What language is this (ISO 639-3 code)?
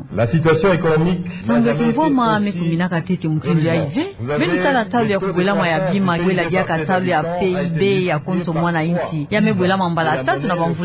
ktu